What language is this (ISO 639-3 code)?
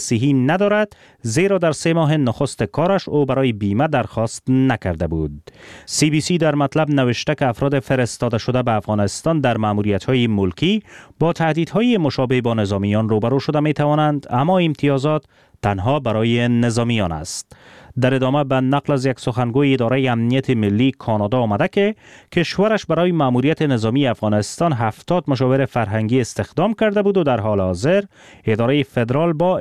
fas